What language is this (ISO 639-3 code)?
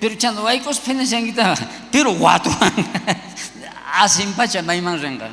quh